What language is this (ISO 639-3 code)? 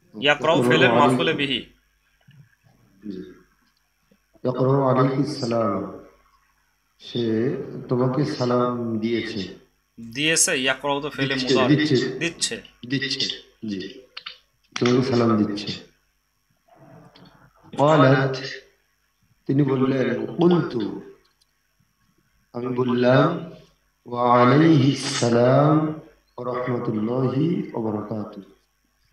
ben